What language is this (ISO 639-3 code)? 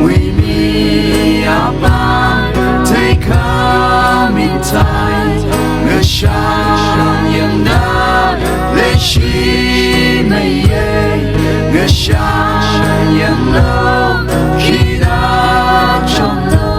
nmf